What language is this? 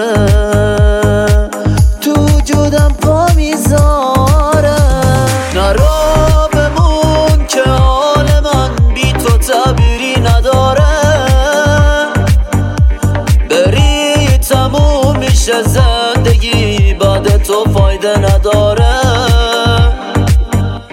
Persian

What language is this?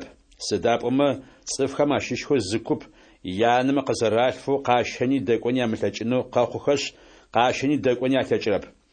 Adyghe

